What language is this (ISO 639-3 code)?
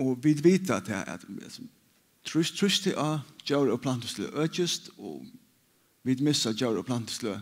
fao